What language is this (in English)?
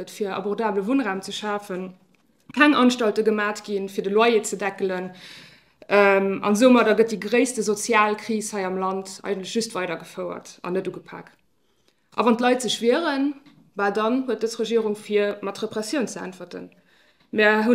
Luxembourgish